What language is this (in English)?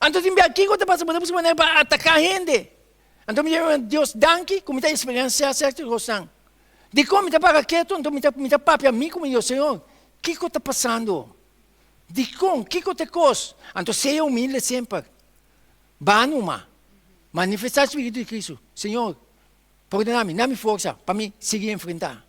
Papiamento